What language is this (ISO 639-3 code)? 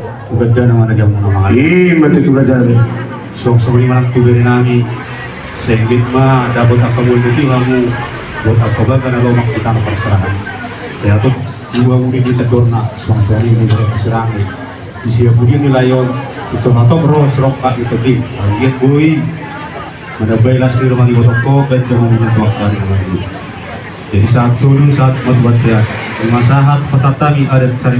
bbc